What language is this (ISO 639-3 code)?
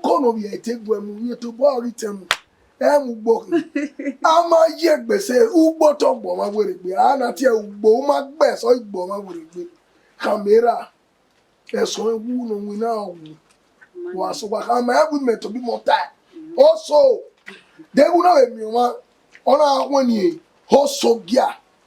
bin